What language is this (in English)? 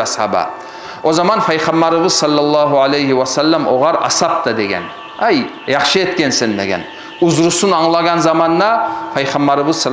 Kumyk